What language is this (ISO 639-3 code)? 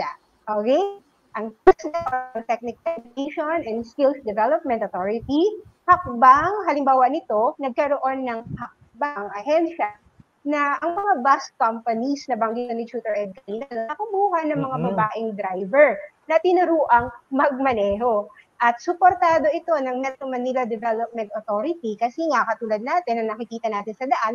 fil